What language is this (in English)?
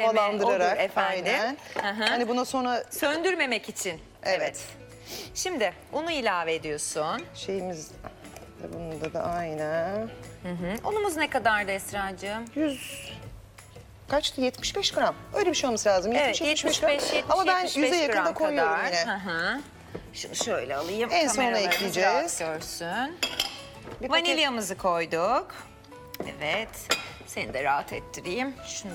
Turkish